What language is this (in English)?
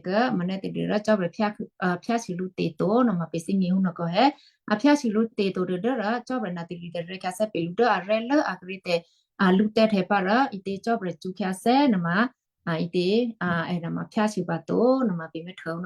Western Kayah